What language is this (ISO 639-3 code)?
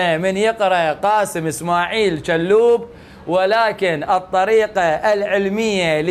ara